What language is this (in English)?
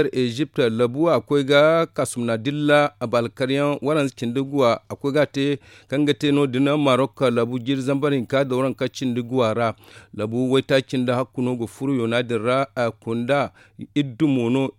Zarma